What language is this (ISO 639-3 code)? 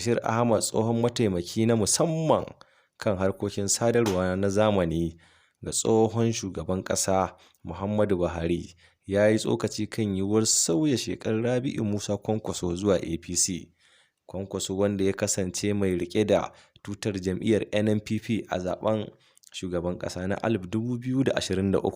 hau